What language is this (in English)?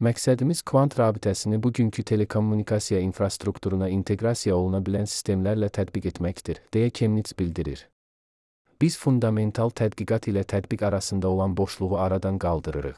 Azerbaijani